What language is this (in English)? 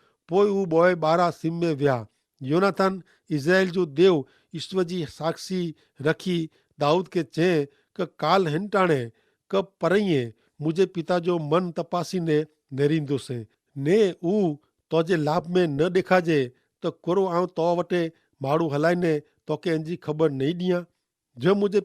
Kachhi